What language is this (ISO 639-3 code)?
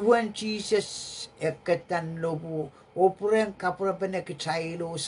pon